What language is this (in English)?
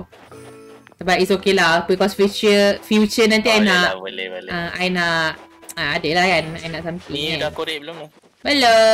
Malay